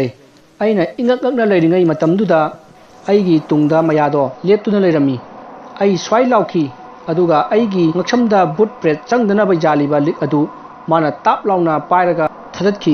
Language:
Manipuri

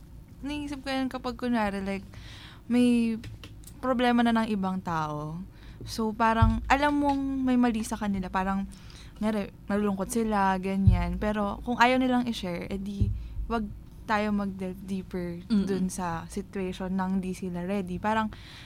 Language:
Filipino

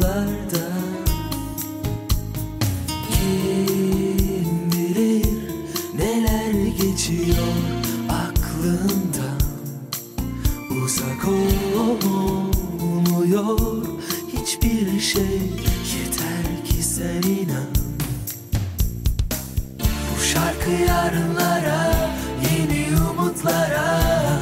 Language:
Turkish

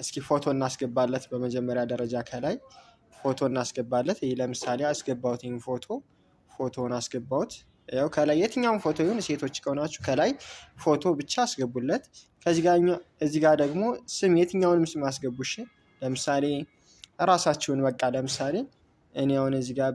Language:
Amharic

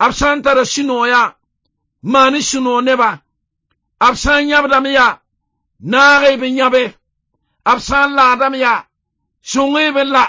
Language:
Mossi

